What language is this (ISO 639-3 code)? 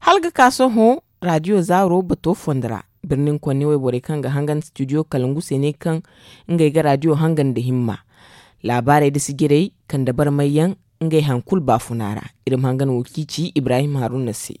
dje